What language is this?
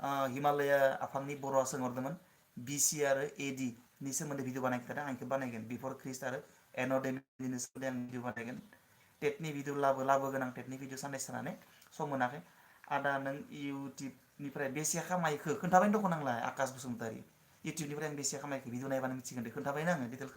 Bodo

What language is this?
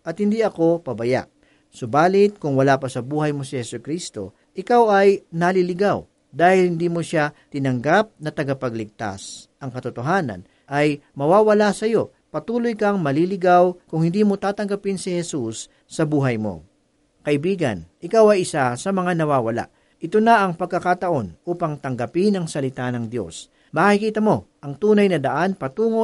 Filipino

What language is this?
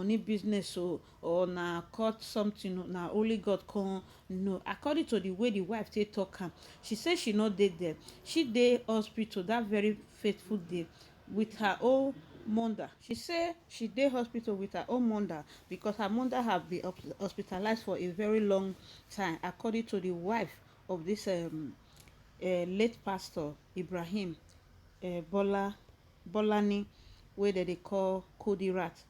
Nigerian Pidgin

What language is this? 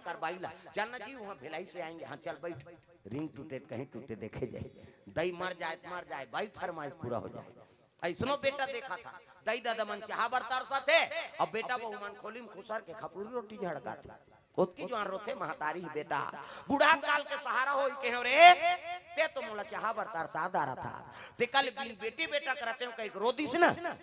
Chhattisgarhi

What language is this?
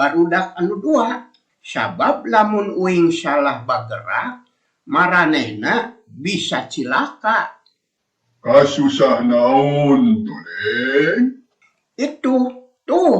Sundanese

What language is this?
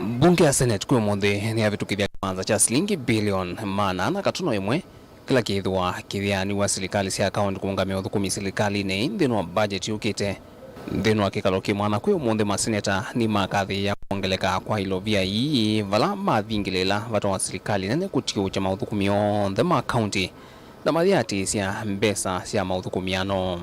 Kamba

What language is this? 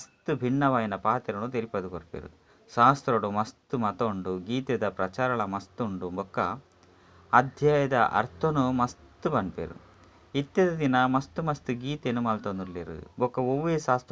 Tulu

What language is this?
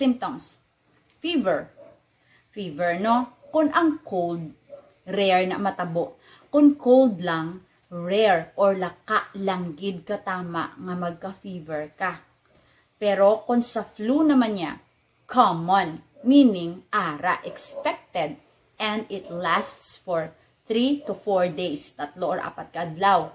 Hiligaynon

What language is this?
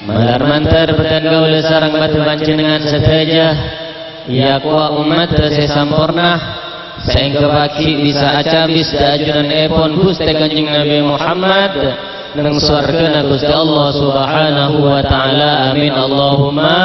Madurese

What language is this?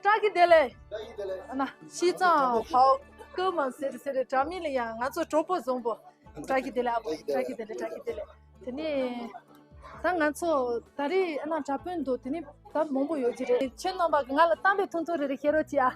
Tibetan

